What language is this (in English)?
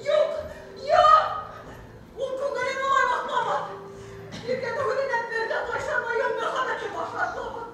Bashkir